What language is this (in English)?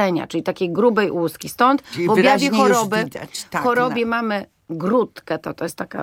Polish